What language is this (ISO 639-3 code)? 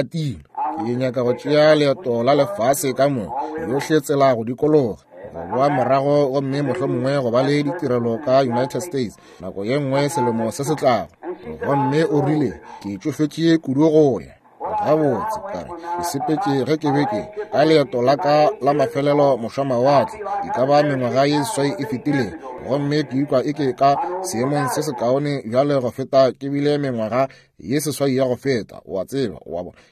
nso